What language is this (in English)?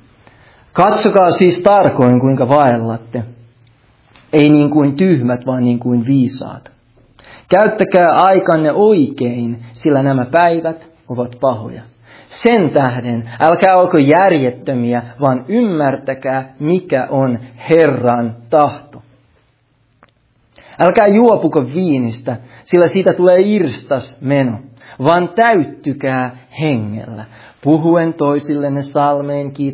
Finnish